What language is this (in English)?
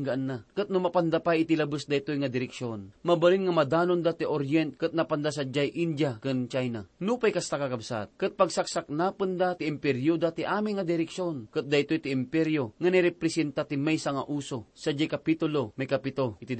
Iloko